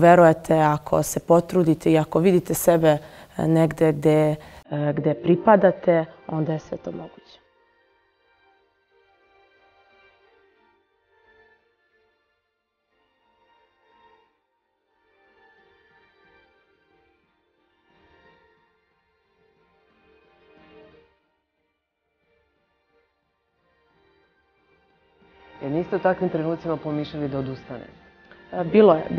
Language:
Serbian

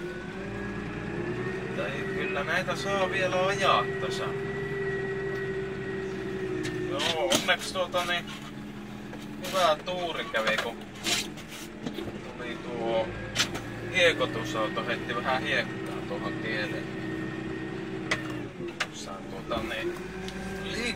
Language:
Finnish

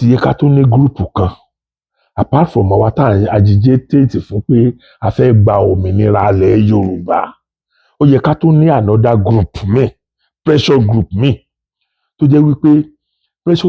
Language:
Yoruba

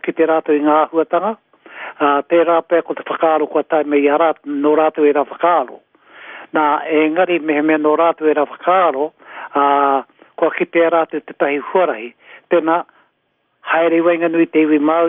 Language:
Māori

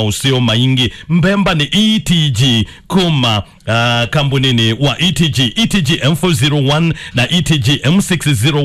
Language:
Kamba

